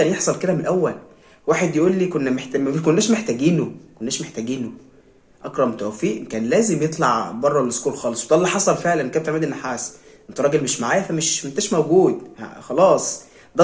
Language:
Egyptian Arabic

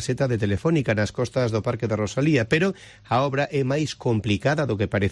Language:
Galician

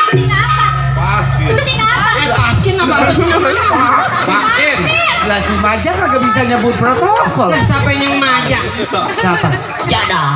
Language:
Betawi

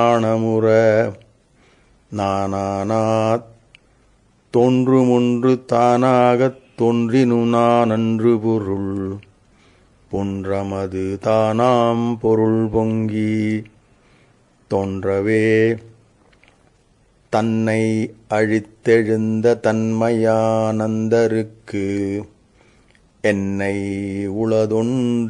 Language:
Tamil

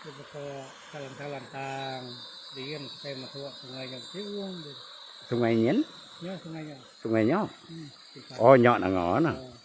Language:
Iban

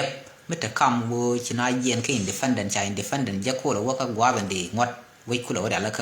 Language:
Nuer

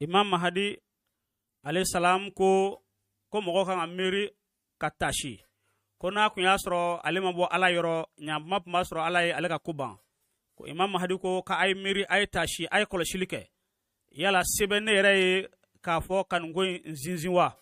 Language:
Bambara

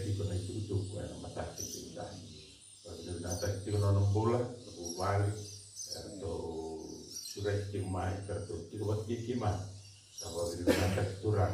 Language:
Fijian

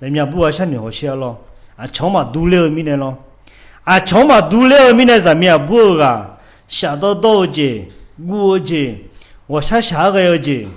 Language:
Akha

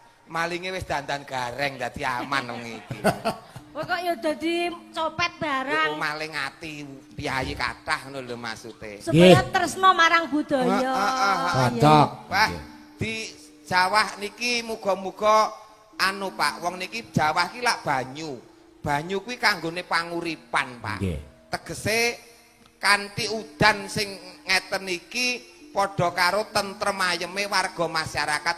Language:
Javanese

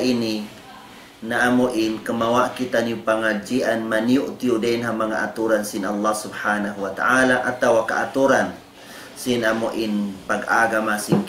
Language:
Tausug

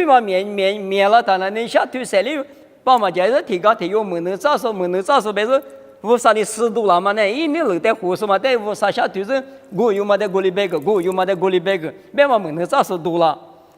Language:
Lisu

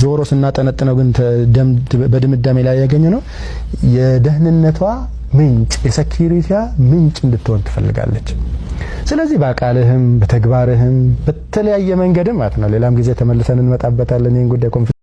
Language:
Amharic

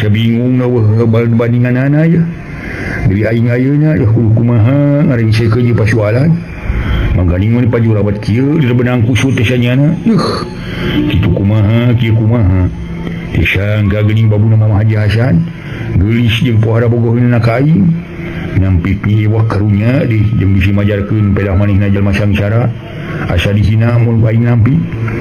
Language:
Sundanese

